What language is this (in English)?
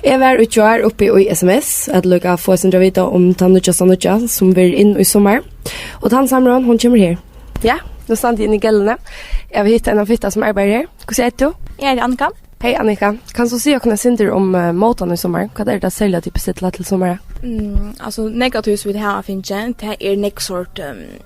Faroese